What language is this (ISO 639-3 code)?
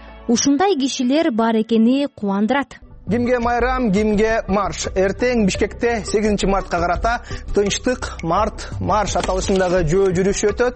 kir